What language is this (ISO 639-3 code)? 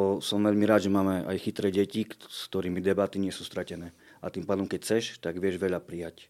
slk